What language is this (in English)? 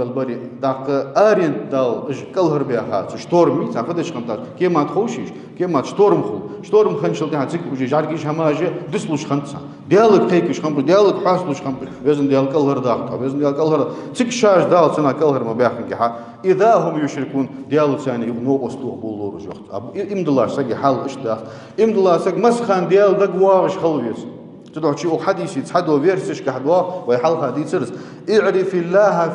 Ingush